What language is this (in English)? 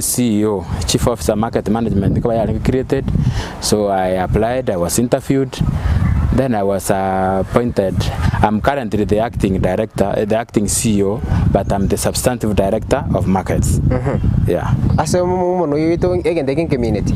Gusii